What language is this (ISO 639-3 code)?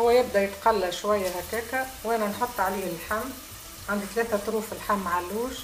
aeb